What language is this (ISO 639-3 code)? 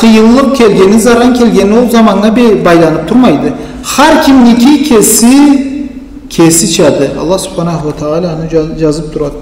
krc